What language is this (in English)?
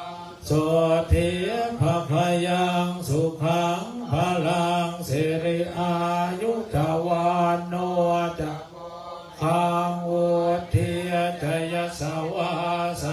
Pali